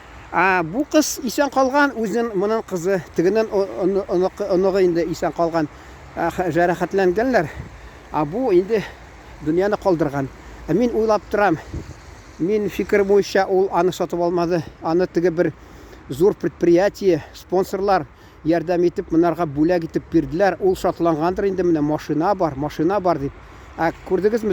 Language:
Tatar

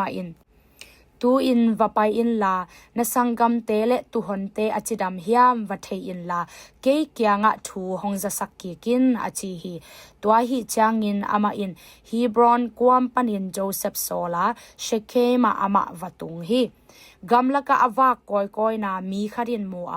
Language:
Tedim Chin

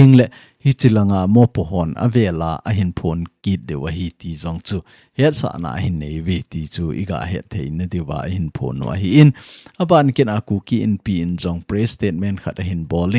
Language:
Thado Chin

